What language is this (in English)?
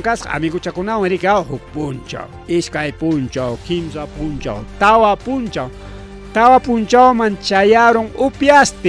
Ayacucho Quechua